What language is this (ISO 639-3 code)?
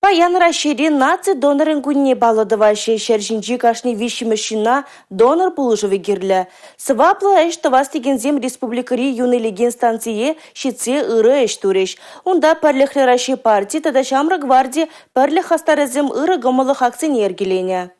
chv